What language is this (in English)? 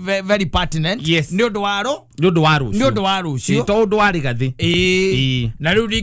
Kikuyu